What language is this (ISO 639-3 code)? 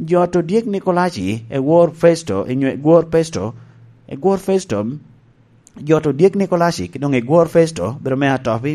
laj